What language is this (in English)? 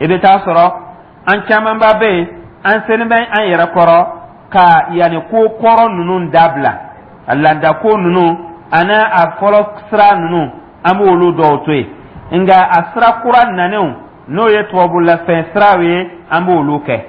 Dyula